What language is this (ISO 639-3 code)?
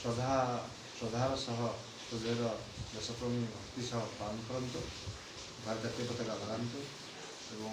ori